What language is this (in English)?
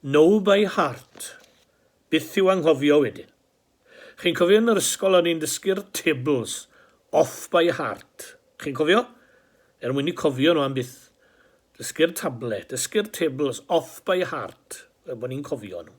Welsh